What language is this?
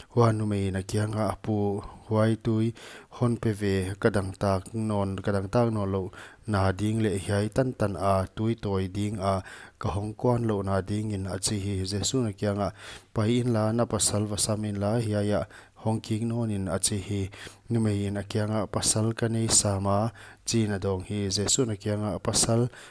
Paite Chin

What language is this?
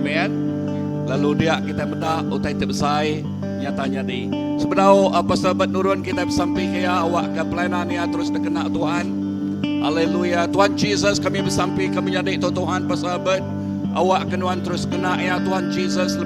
Iban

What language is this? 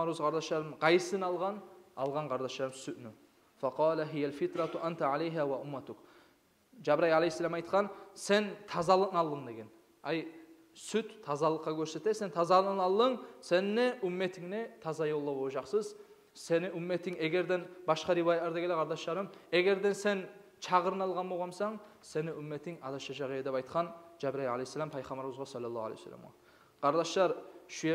Kumyk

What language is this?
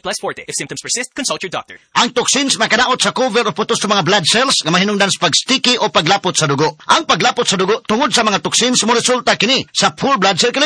Cebuano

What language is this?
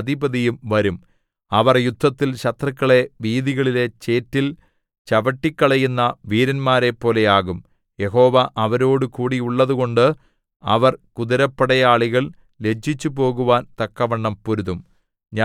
Malayalam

